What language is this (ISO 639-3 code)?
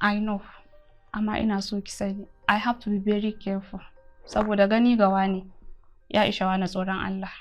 hau